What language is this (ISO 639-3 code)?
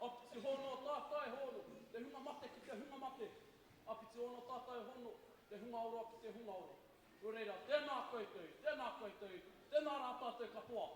mri